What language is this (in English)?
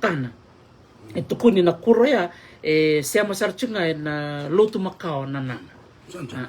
Fijian